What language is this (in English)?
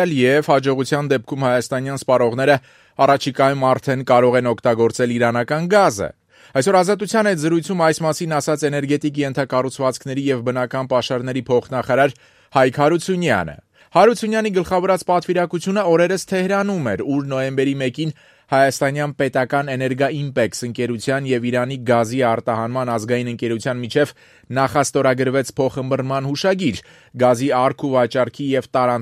Armenian